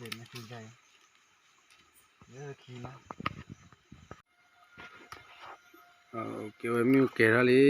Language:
S'gaw Karen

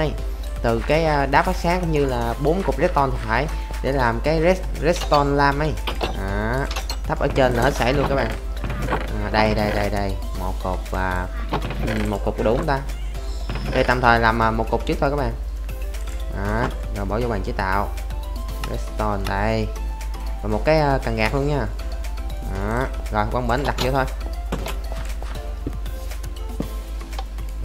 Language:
Vietnamese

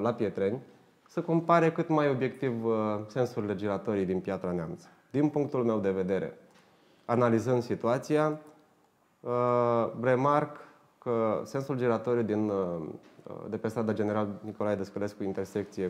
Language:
Romanian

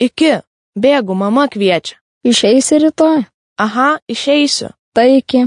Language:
Lithuanian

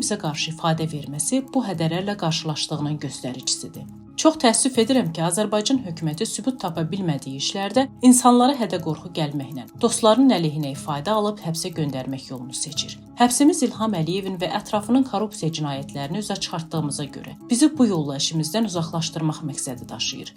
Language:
Azerbaijani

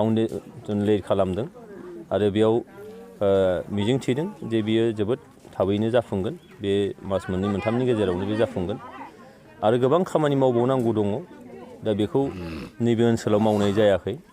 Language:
Bodo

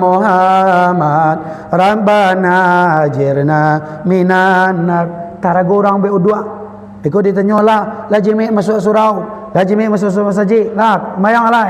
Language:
Minangkabau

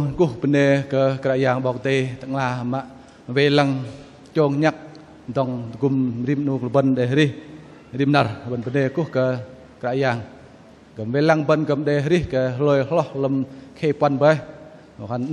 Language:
Bahnar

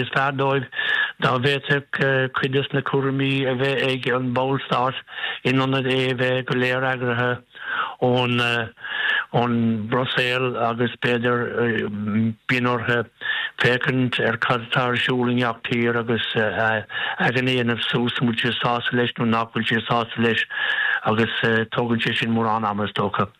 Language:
Irish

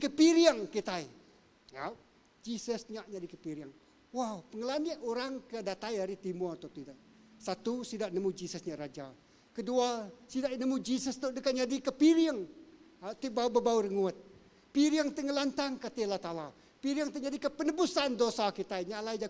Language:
Iban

